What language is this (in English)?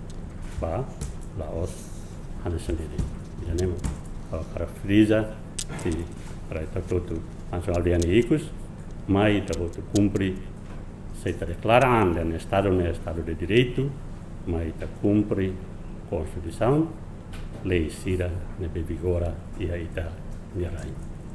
Tetum